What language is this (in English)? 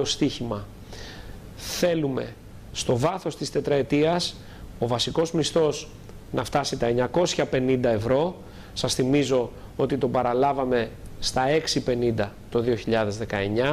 Greek